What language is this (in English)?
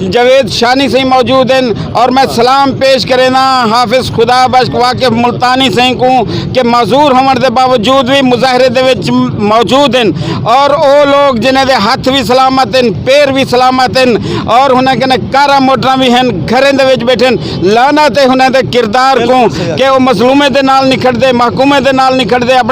Saraiki